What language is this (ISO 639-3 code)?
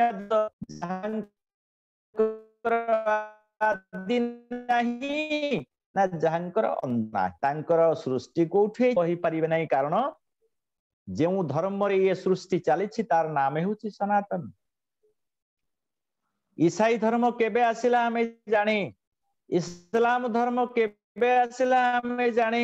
ori